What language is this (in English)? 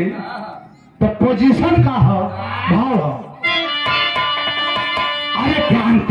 Bhojpuri